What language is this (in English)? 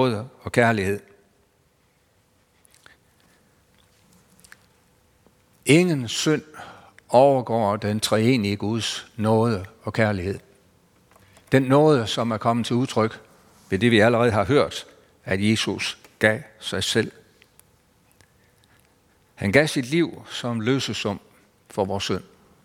Danish